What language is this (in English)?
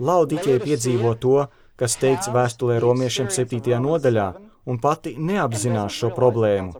Latvian